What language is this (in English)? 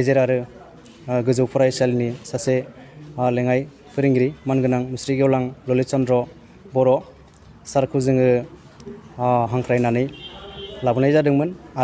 Bodo